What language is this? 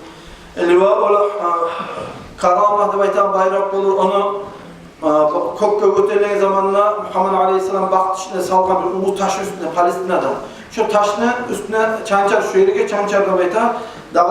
Kumyk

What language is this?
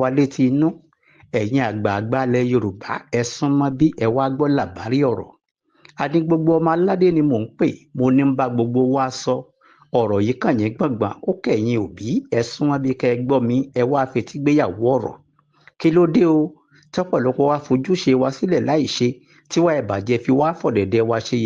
Yoruba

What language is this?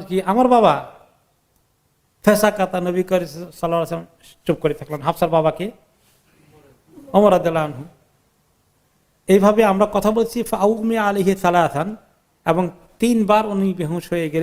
Bangla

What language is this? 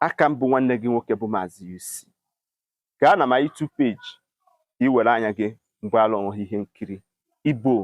Igbo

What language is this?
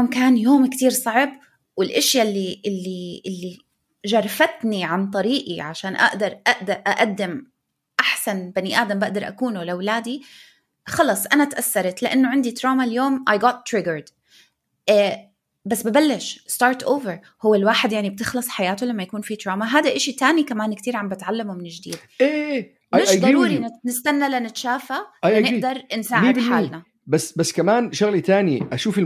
North Levantine Arabic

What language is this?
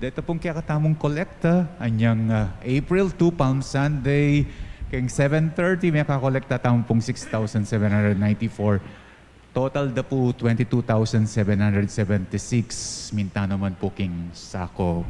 Pampanga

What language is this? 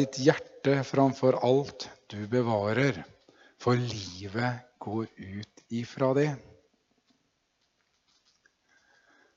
Norwegian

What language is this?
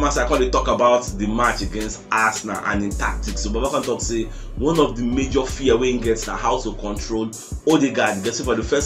Nigerian Pidgin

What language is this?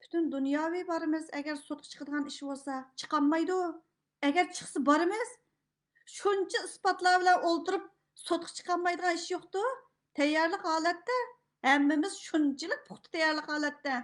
Uyghur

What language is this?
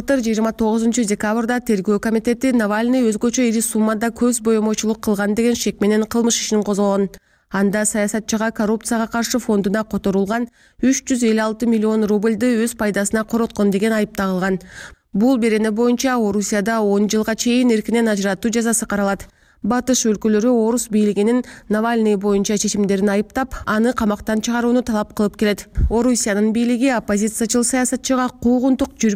Kyrgyz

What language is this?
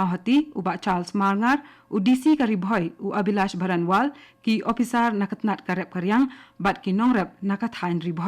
Khasi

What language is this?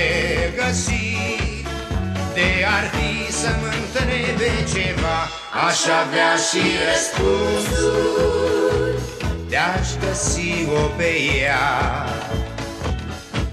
Romanian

